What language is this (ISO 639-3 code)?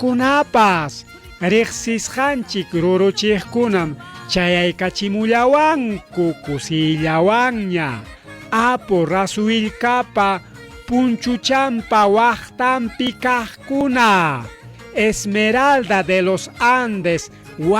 quy